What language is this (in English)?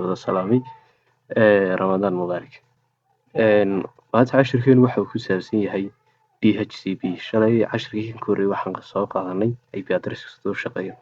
Somali